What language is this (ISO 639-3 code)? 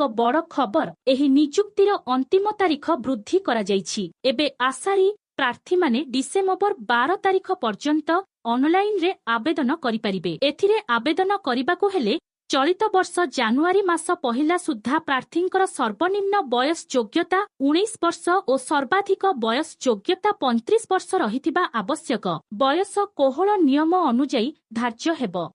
ori